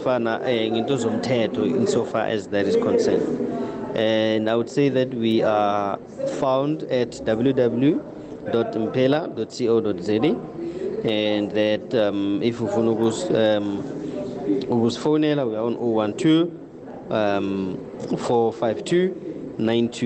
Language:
South Ndebele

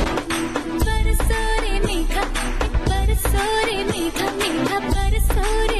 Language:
Hindi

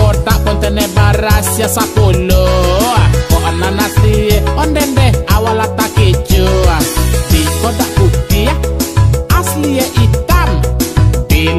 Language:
Minangkabau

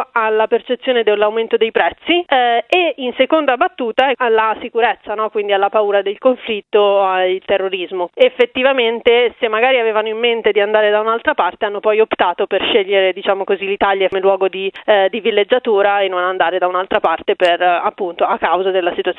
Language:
Italian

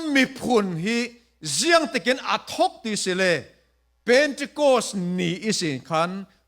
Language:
Falam Chin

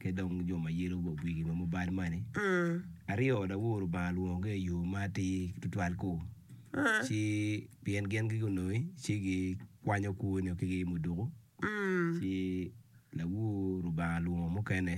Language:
Acoli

